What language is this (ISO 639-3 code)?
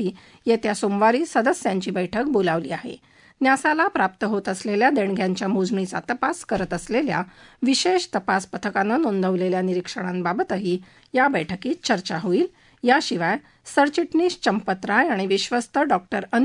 mar